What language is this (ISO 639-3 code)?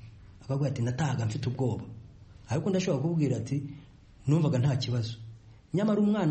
kin